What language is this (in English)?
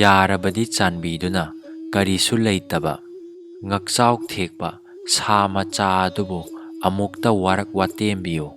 Manipuri